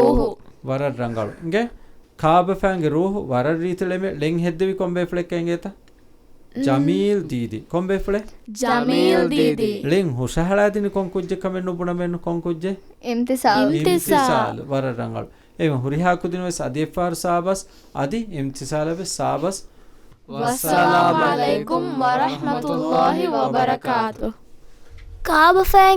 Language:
Divehi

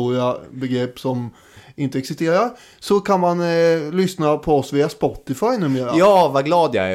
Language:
Swedish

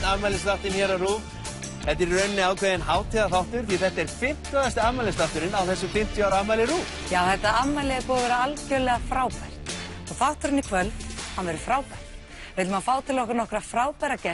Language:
Icelandic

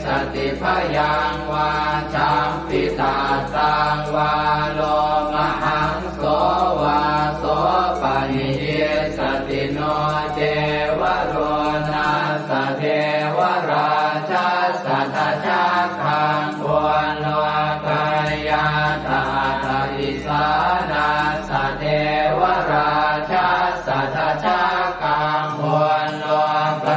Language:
Pali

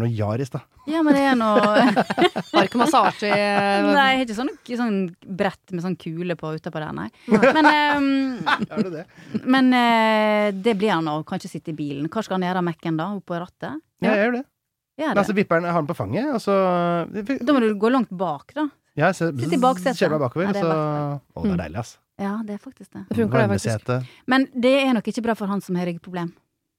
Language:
Norwegian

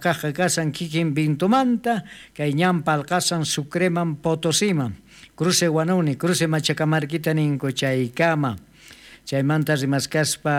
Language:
South Bolivian Quechua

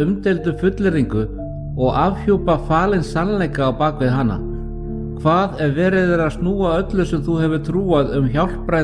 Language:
Icelandic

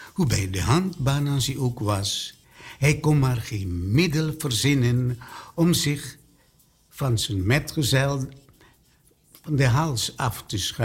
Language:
Dutch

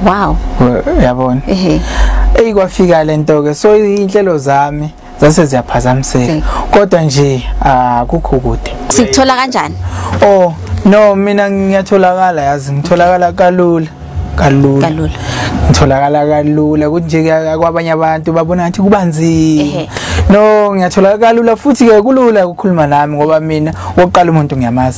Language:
Zulu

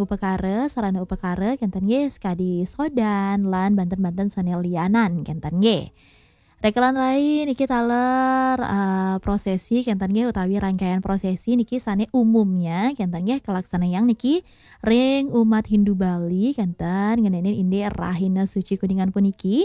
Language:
Balinese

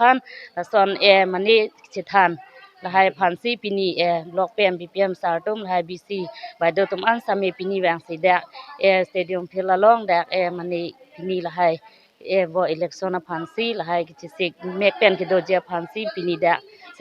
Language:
Karbi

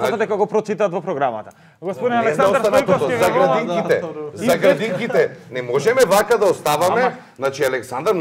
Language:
Macedonian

